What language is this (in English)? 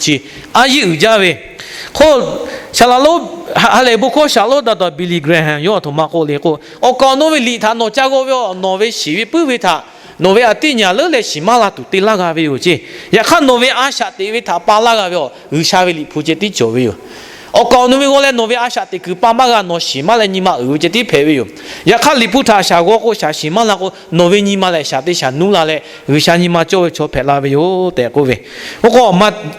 Lahu